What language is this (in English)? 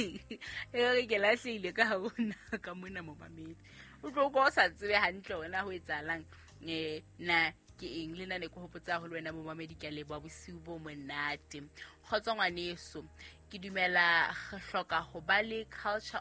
Southern Sotho